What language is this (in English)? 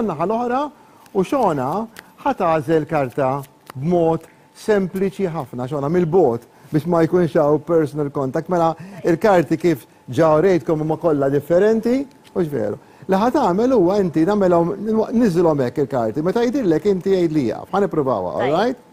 Maltese